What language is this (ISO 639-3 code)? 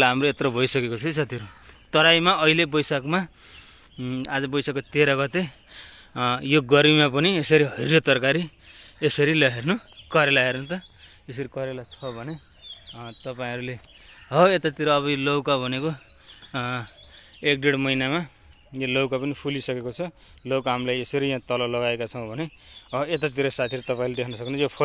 nep